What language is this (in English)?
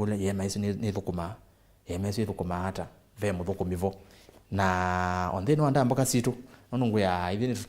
Kamba